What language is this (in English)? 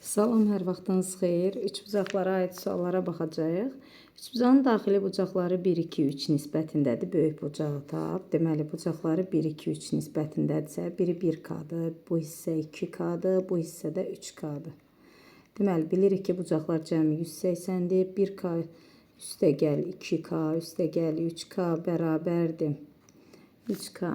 Azerbaijani